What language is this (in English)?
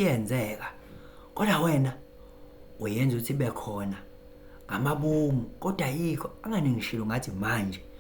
Zulu